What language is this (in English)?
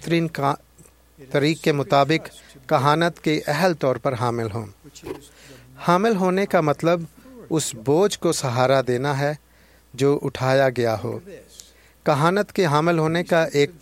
Urdu